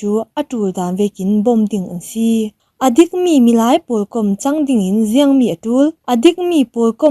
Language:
Falam Chin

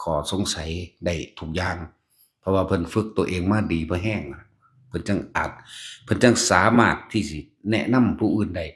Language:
Northeastern Thai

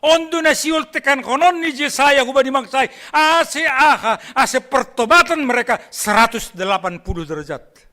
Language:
Batak Simalungun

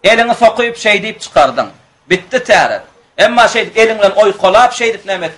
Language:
Turkmen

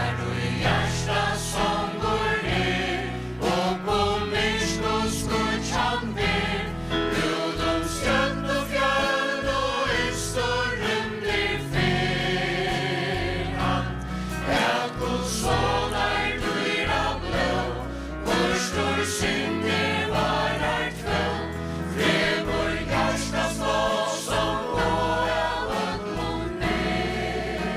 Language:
Faroese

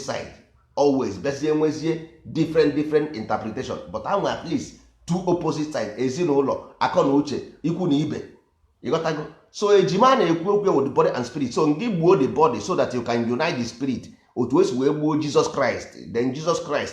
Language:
Igbo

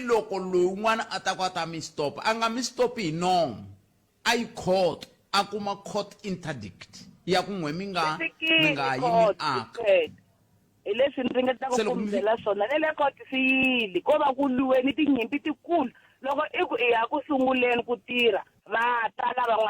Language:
Tsonga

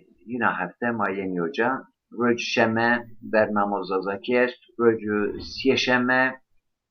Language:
Zaza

